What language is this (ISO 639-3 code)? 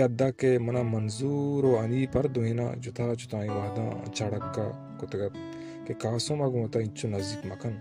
bal